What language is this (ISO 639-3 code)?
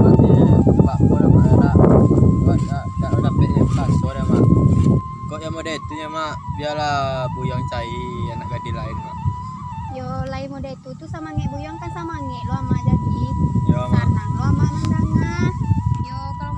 min